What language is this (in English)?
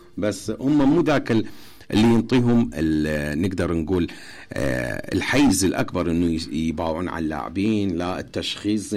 Mesopotamian Arabic